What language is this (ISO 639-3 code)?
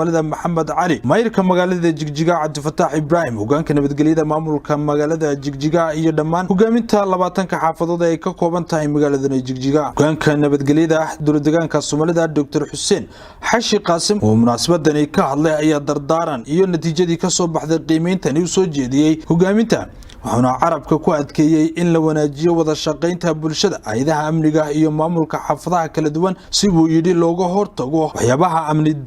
som